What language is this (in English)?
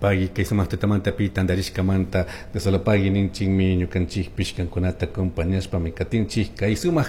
Chimborazo Highland Quichua